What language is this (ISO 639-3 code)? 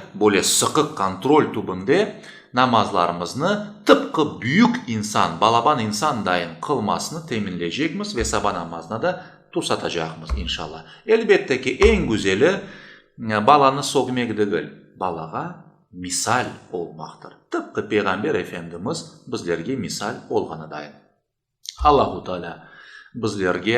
crh